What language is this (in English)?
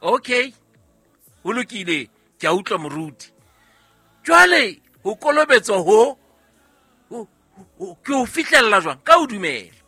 Southern Sotho